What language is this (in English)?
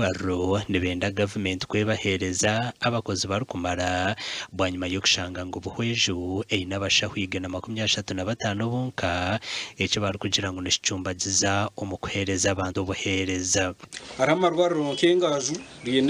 Nyankole